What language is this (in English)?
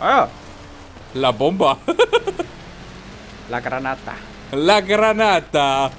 Bavarian